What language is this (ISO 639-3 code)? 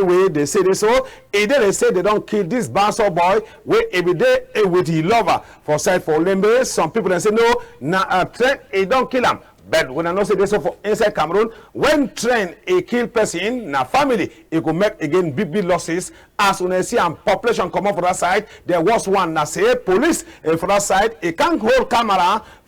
wes